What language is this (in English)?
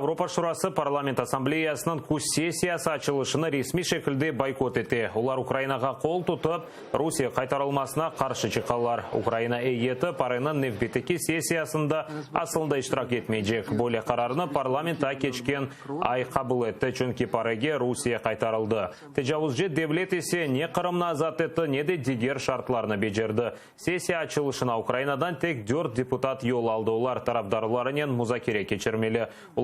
Crimean Tatar